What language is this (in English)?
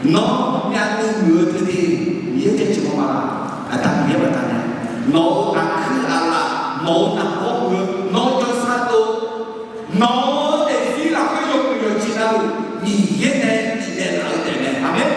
Akha